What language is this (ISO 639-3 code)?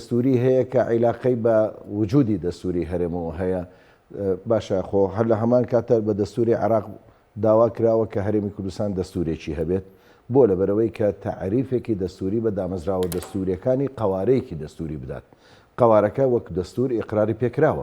ckb